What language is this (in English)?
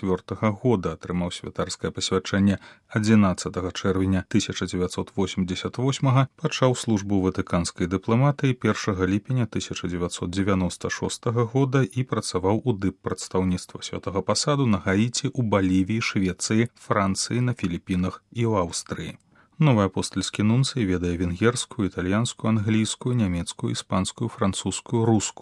Belarusian